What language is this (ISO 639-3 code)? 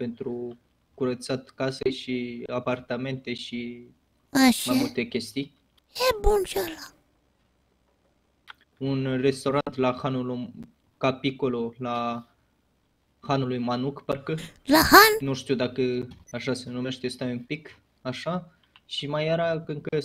ron